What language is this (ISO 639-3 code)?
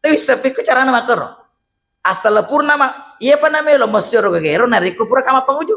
bug